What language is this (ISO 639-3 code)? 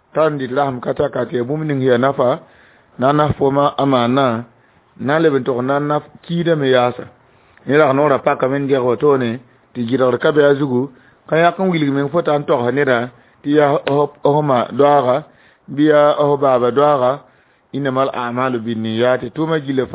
mos